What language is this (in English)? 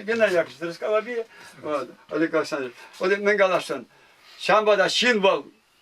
Chuvash